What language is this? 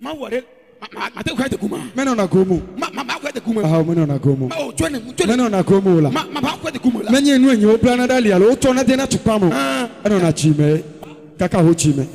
Ewe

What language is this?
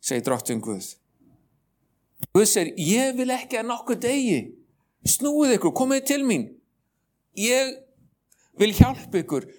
Icelandic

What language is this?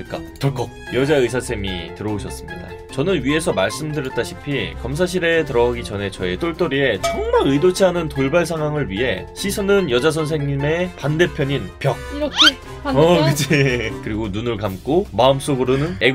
Korean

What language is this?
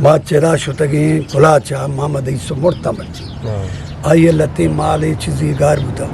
Eastern Balochi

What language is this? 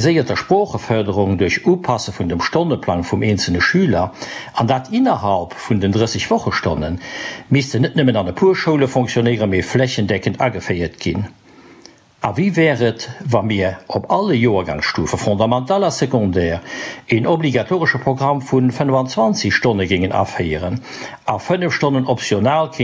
Luxembourgish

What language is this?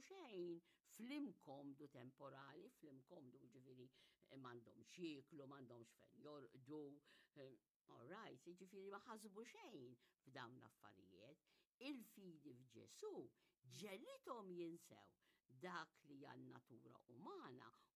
Maltese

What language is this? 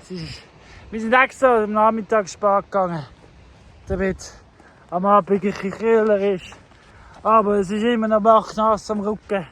Swiss German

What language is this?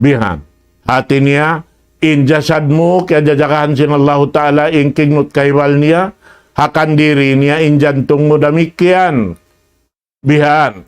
Tausug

